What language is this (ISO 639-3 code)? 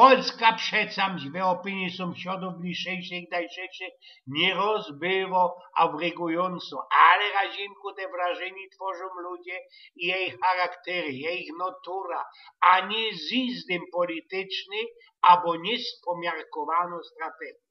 szl